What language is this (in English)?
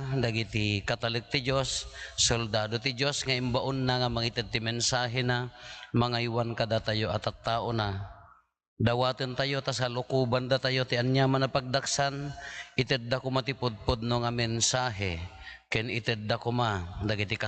Iloko